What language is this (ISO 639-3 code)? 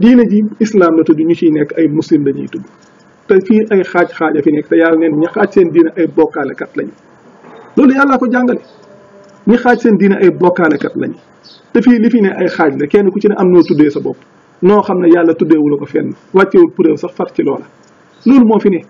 wol